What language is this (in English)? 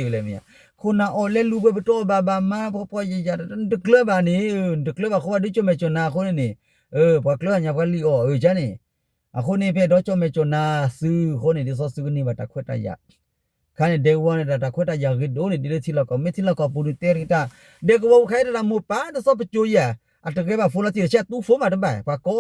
S'gaw Karen